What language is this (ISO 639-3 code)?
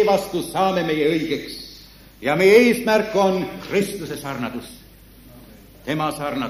est